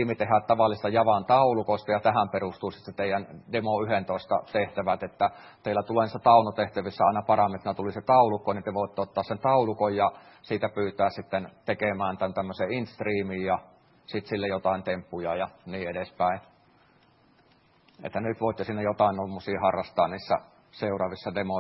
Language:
Finnish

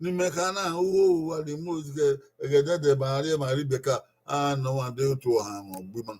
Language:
Bini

